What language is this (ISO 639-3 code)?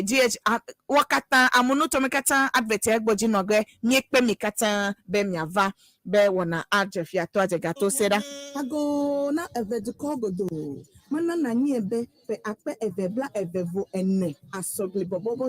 ewe